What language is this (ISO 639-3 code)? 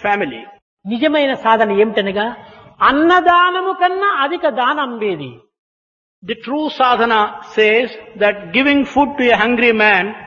tel